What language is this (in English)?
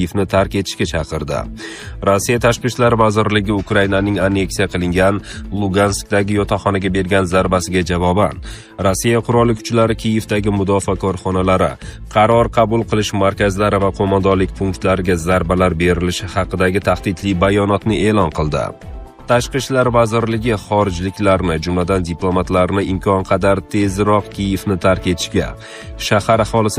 Uzbek